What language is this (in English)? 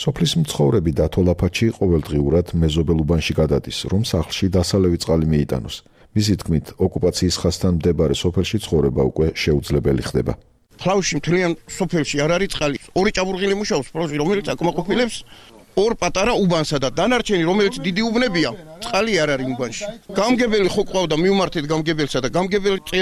Georgian